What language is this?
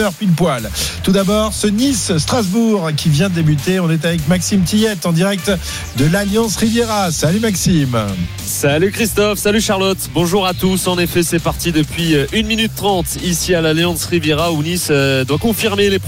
French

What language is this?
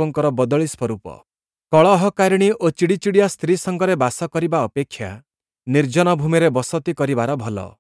Odia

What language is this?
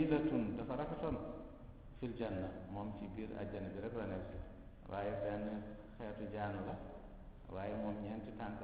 Wolof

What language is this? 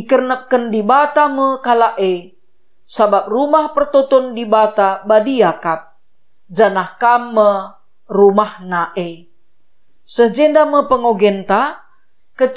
Batak Karo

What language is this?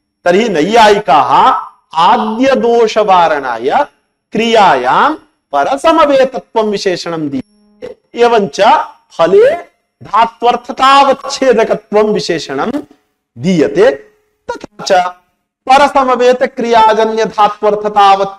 Sanskrit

